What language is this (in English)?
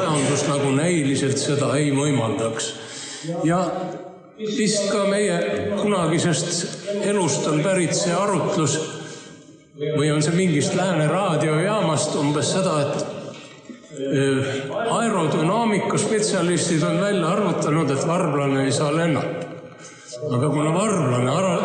Estonian